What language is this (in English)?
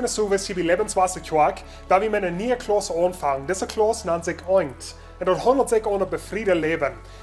Plautdietsch